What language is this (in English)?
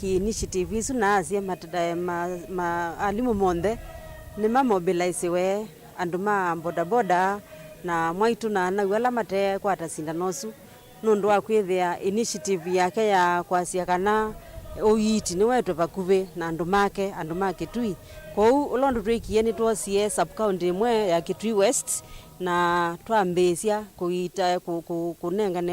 Kamba